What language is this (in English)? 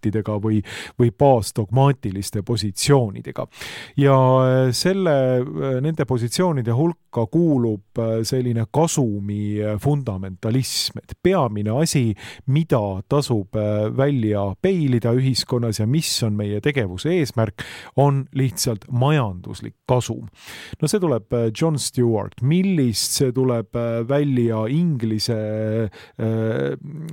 Estonian